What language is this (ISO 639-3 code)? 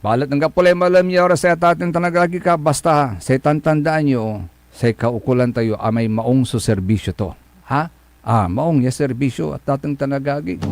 pag